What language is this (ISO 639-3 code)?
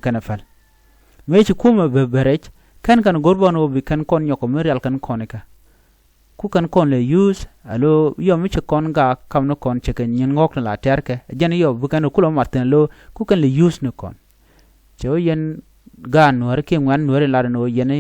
nus